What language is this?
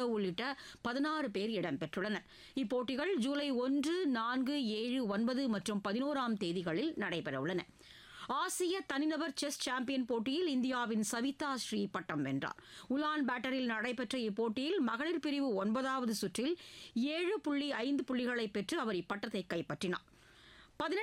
Tamil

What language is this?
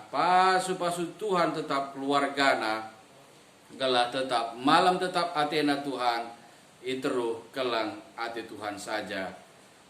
Batak Karo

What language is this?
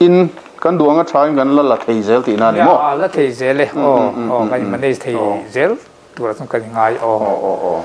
Mizo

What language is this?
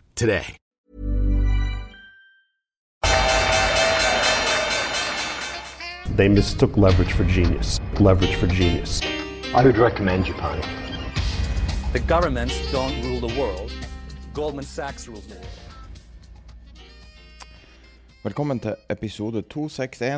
Norwegian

